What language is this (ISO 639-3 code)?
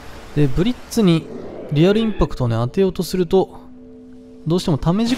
jpn